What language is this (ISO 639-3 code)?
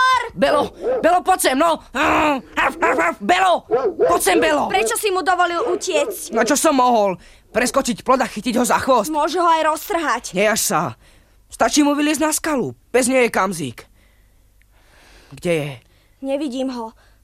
slk